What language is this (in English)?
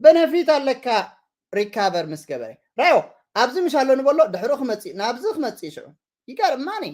Tigrinya